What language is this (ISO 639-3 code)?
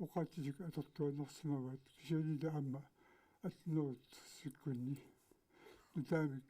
kal